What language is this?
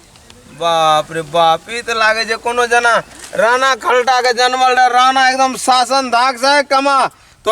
Maithili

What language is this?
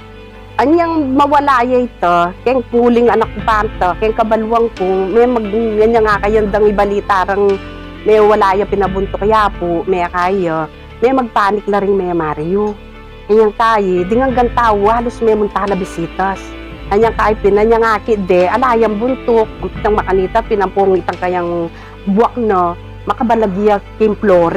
Pampanga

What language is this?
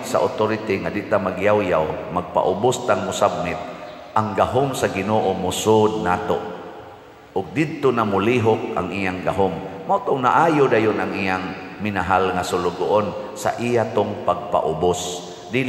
Cebuano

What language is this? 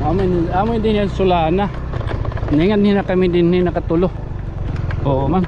Waray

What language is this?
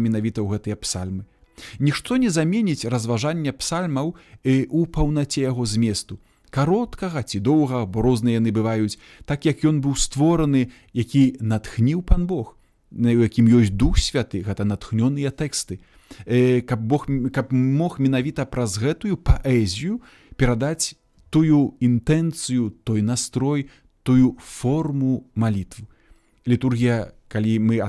Belarusian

